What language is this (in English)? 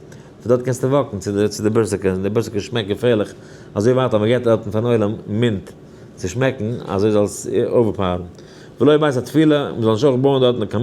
Yiddish